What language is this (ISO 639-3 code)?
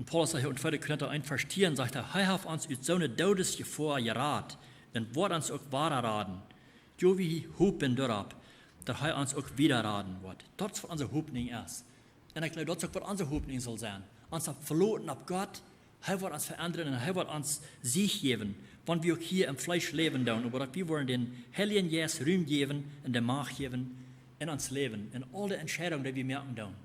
pdt